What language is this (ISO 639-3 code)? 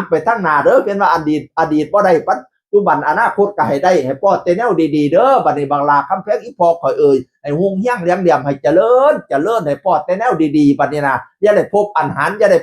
tts